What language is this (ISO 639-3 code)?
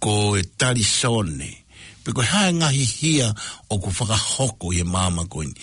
ton